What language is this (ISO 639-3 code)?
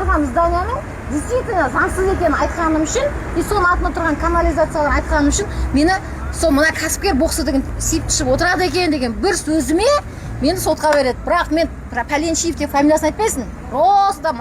kaz